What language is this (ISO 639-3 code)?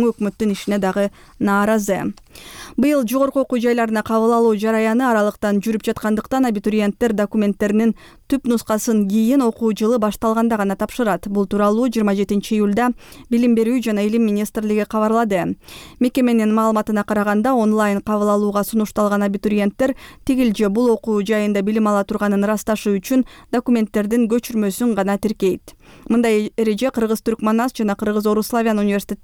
kir